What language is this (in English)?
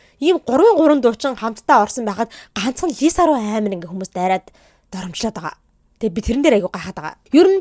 Mongolian